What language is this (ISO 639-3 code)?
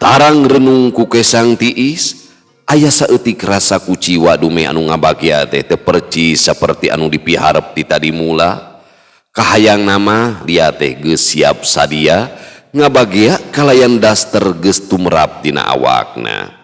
sun